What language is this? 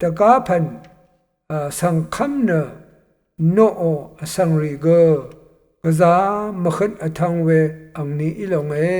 Rawang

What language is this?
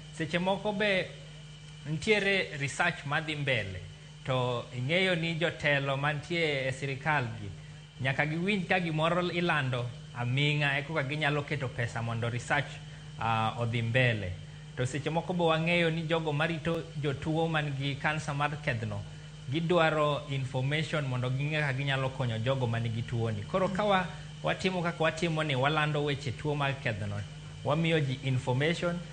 Luo (Kenya and Tanzania)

